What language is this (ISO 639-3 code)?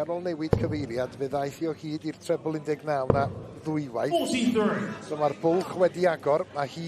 cym